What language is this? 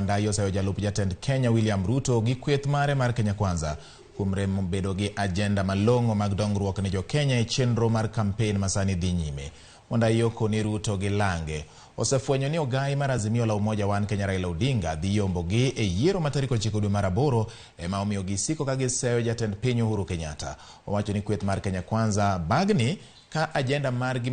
Luo (Kenya and Tanzania)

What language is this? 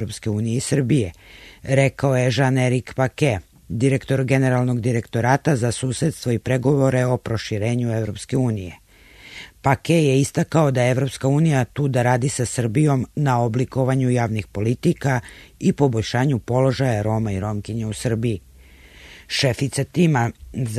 Serbian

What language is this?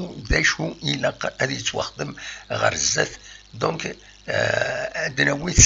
Kabyle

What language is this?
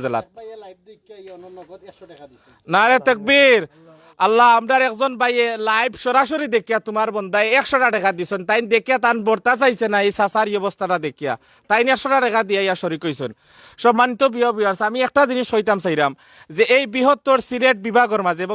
Sylheti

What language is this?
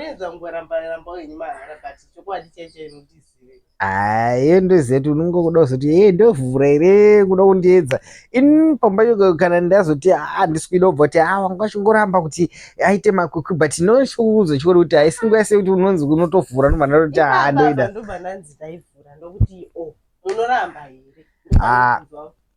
Shona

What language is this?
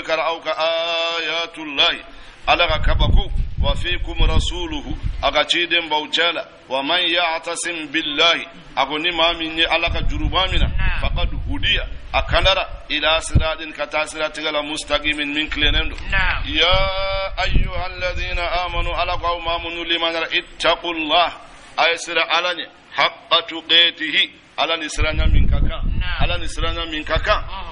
Bambara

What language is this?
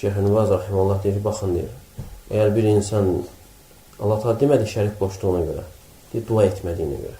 Azerbaijani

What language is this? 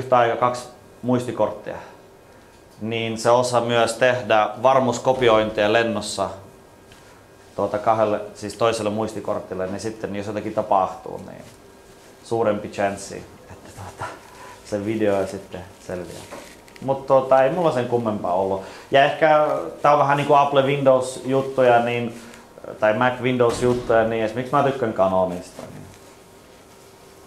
Finnish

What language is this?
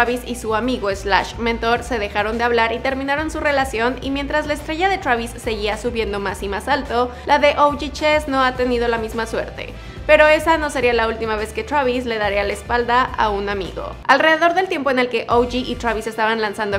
Spanish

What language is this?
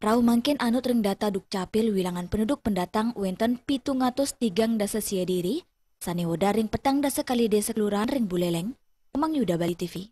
Balinese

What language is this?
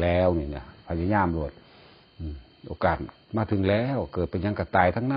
Northeastern Thai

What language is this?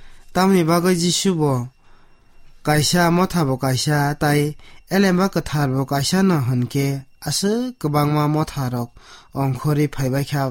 Kok Borok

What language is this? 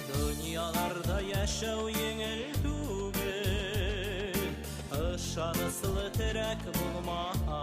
Bashkir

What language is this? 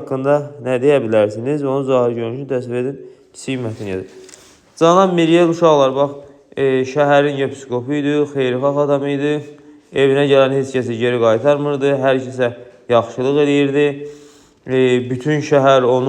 Azerbaijani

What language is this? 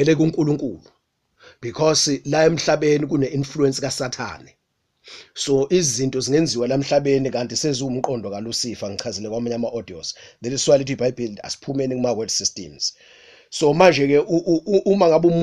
Zulu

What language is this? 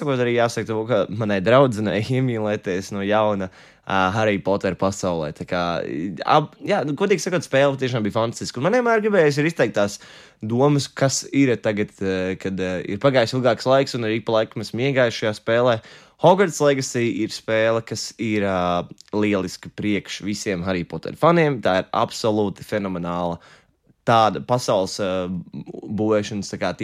Latvian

